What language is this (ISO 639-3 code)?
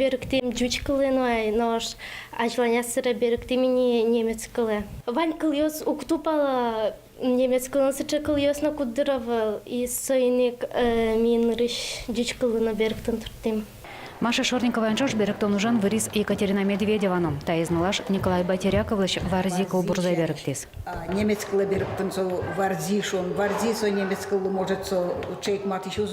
udm